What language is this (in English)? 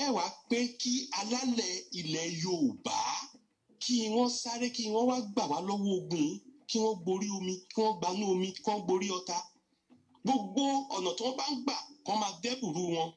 Yoruba